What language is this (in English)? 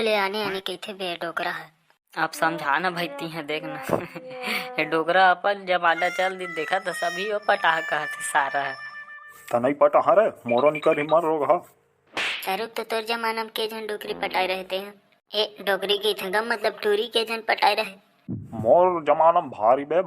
Chhattisgarhi